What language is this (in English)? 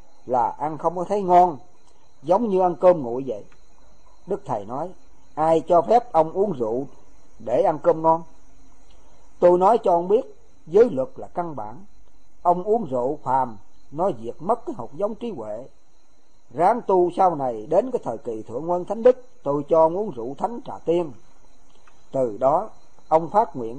Vietnamese